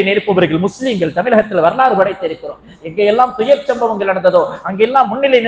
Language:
Tamil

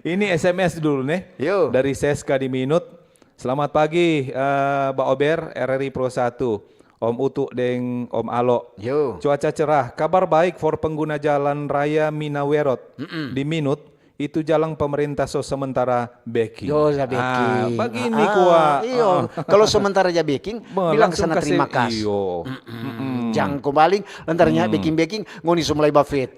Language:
Manado Malay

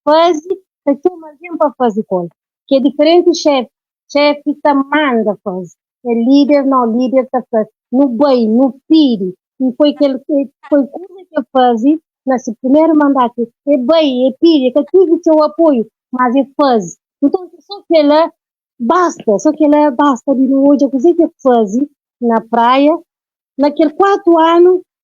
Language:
Kabuverdianu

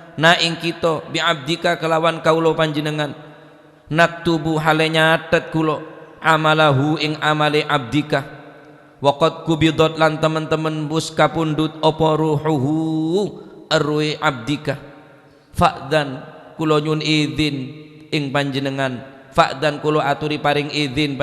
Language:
Madurese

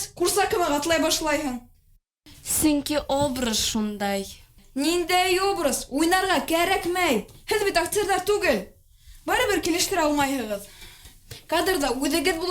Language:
Bashkir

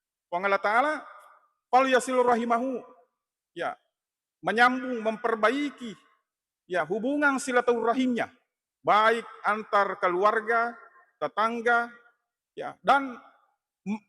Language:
Buginese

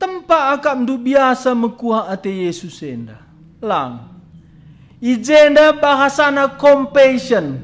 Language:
Batak Karo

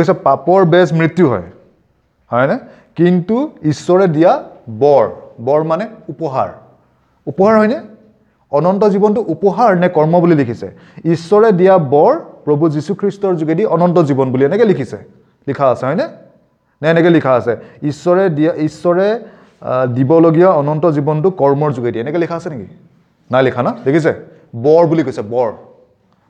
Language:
Assamese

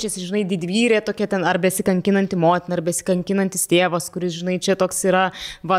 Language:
Lithuanian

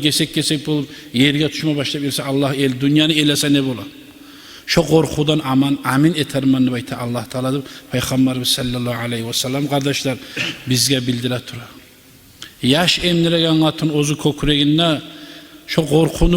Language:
Kumyk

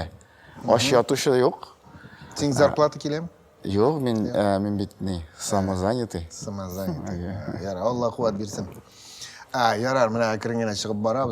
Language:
Tatar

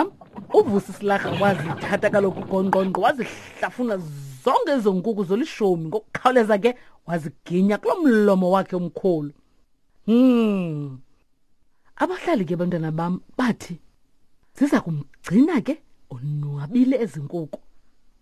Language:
Xhosa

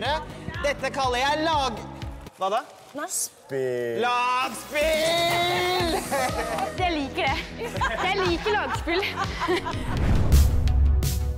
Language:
Norwegian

